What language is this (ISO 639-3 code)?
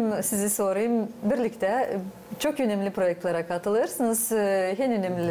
gag